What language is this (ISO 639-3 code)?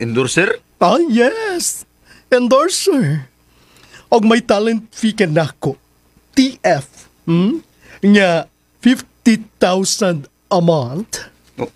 ceb